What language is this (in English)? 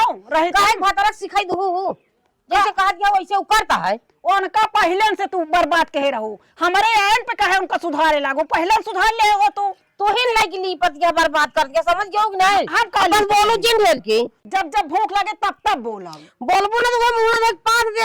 Awadhi